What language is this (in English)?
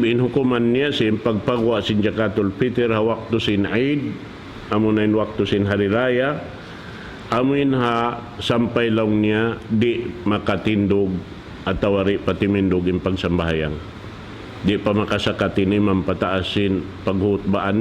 Tausug